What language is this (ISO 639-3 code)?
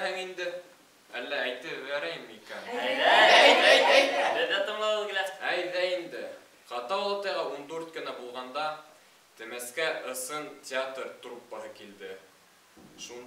bak